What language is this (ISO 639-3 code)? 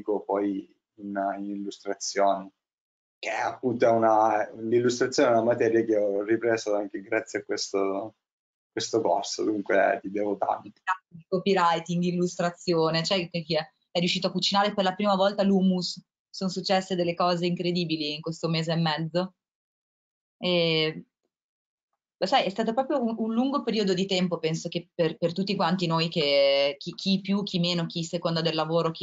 ita